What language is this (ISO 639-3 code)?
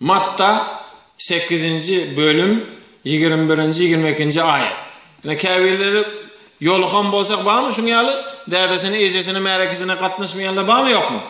tuk